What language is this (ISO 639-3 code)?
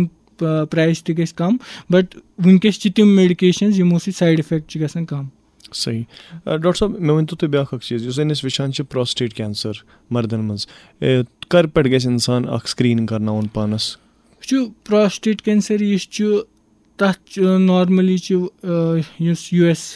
kas